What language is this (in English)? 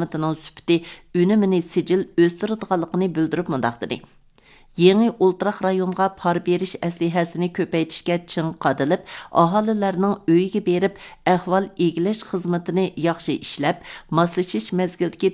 Uyghur